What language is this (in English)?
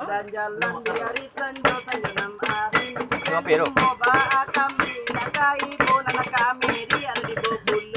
Minangkabau